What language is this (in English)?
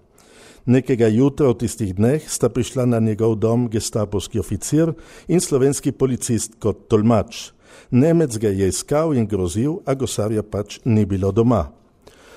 Slovenian